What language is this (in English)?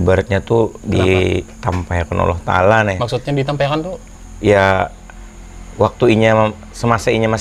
Banjar